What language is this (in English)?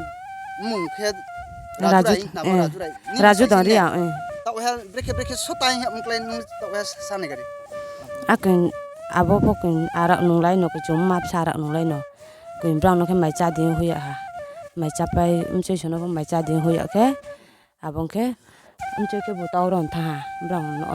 Riang (India)